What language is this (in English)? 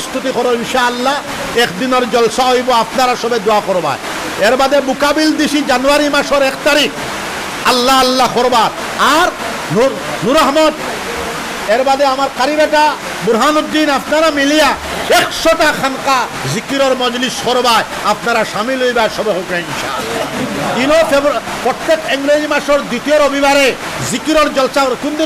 Sylheti